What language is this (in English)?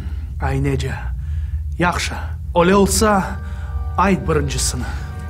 Crimean Tatar